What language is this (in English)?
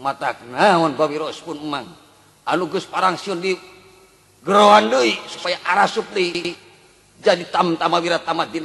Sundanese